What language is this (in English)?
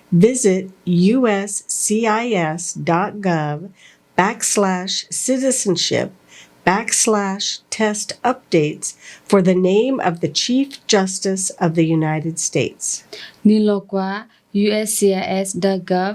S'gaw Karen